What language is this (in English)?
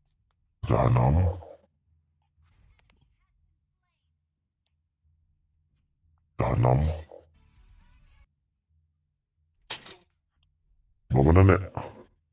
Malay